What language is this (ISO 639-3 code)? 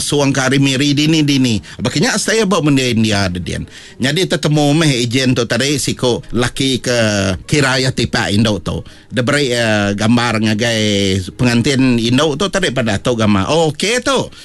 iba